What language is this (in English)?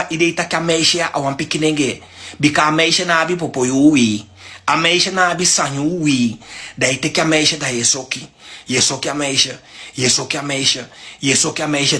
Sranan Tongo